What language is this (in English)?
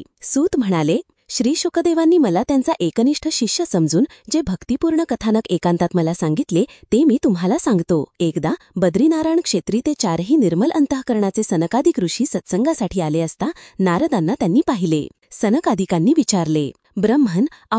Marathi